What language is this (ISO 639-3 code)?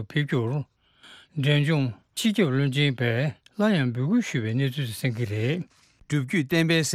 bod